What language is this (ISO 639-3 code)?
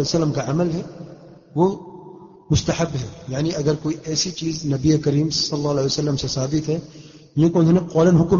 urd